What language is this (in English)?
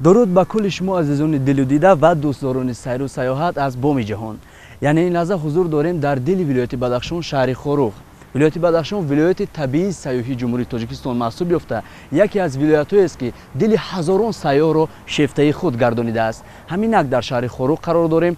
Tajik